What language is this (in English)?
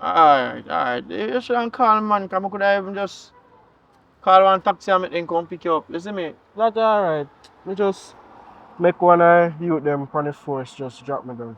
Jamaican Creole English